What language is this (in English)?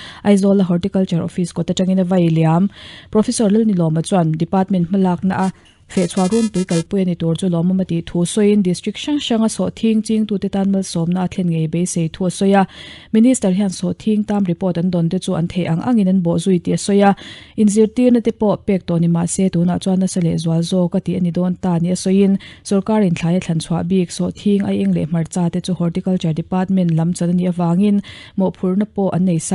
Mizo